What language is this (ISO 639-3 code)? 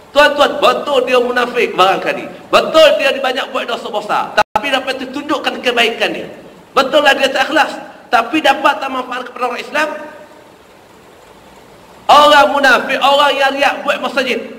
msa